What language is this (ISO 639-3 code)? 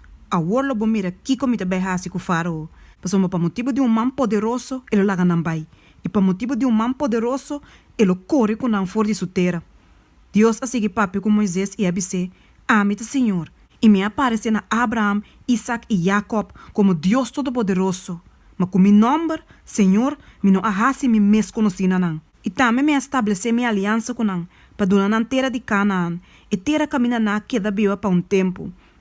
pap